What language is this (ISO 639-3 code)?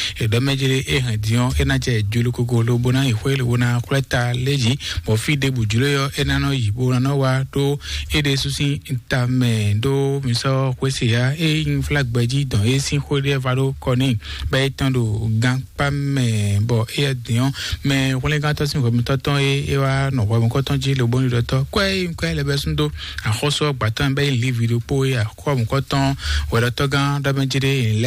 fon